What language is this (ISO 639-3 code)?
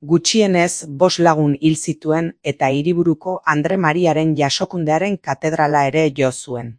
eus